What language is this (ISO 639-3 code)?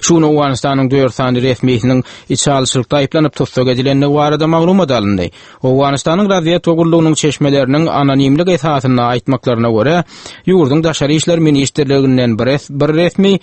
tuk